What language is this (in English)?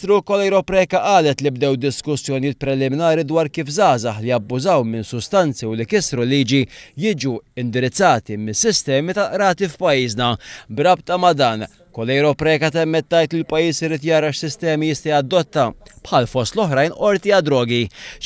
Maltese